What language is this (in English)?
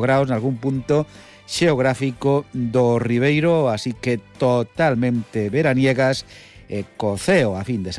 Galician